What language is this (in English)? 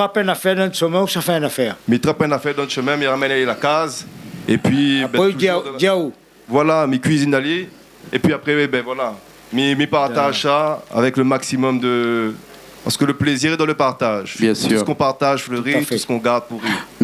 Réunion Creole French